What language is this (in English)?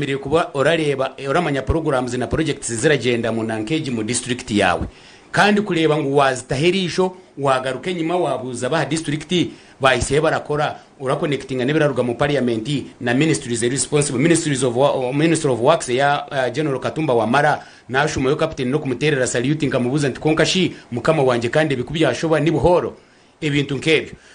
Nyankole